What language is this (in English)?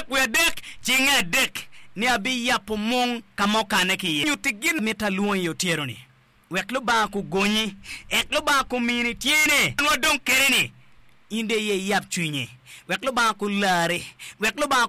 Acoli